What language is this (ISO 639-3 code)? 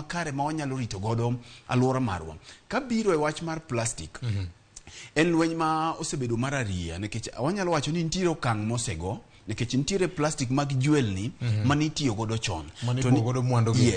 luo